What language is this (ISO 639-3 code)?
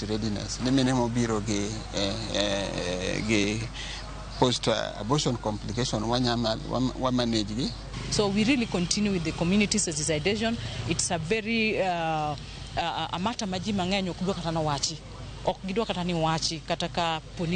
luo